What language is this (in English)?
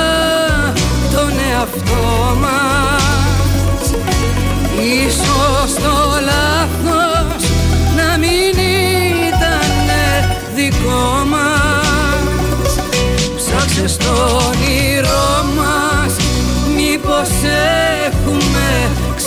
Greek